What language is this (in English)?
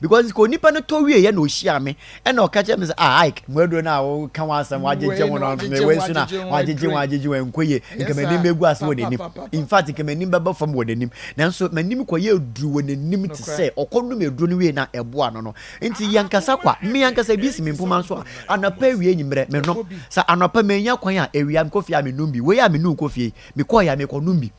Akan